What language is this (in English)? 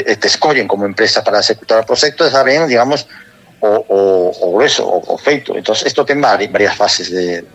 Galician